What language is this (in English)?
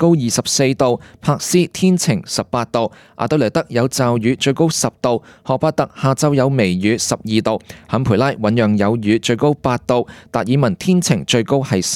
Cantonese